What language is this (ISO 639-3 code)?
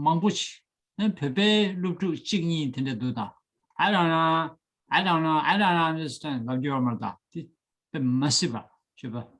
bod